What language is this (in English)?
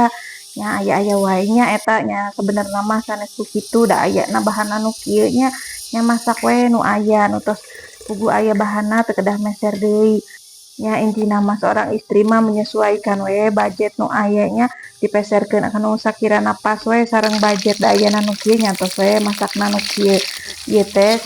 Sundanese